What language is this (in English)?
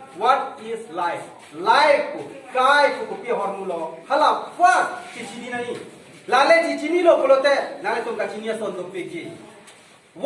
Karbi